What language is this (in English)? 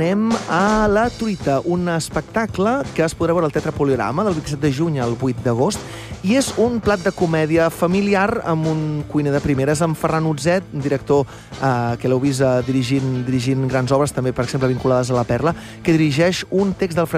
Catalan